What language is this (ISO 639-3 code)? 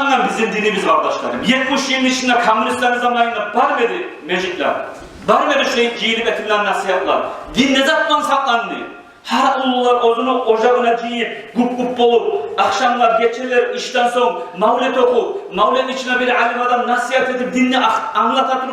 kum